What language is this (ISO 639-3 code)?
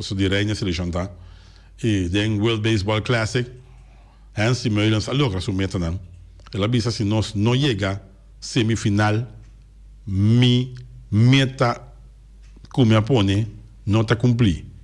pap